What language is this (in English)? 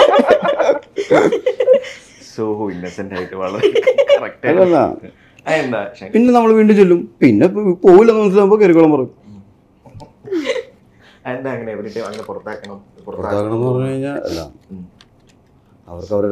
Malayalam